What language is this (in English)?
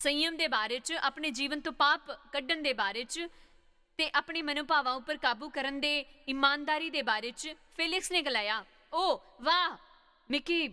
Dogri